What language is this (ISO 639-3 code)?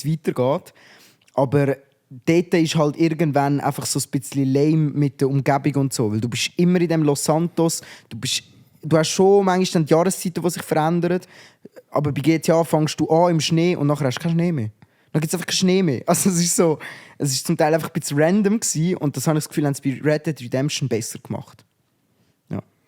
gsw